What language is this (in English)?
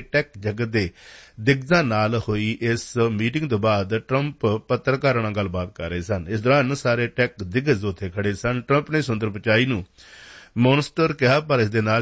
Punjabi